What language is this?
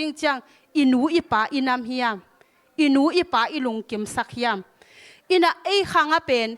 Tedim Chin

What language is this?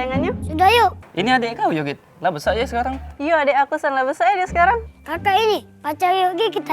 Musi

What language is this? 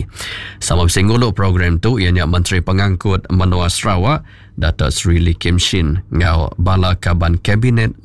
Iban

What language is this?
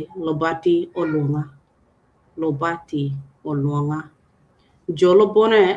Acoli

